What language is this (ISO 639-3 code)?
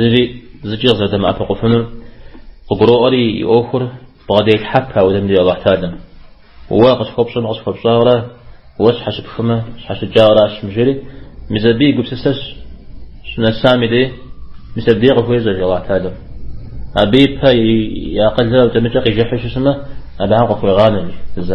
kbd